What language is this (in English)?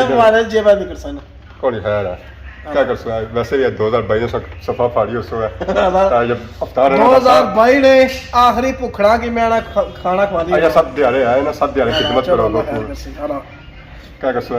Pahari-Potwari